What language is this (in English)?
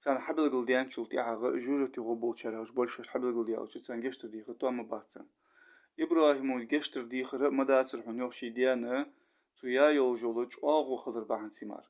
Ingush